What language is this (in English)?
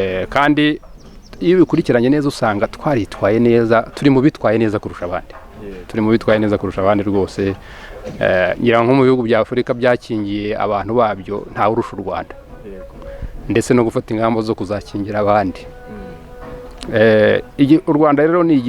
Kinyarwanda